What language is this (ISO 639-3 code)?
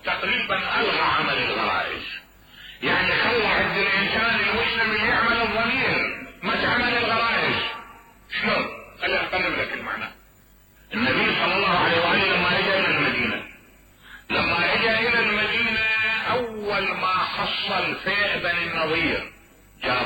acm